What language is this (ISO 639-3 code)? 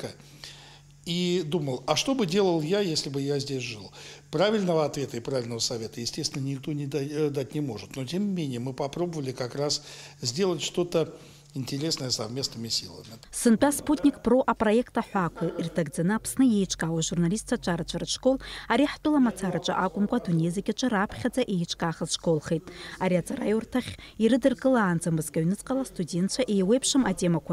abk